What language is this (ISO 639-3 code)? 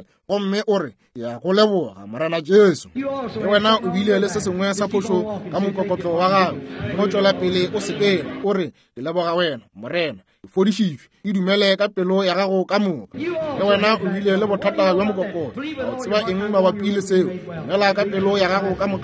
nso